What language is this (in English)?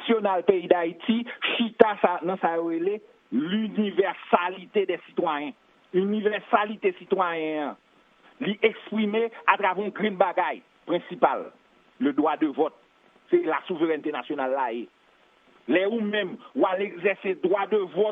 Haitian Creole